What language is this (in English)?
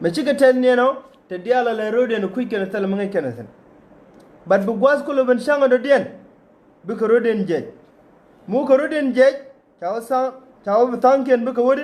Nuer